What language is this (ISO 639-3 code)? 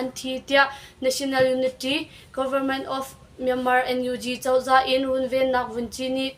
cnh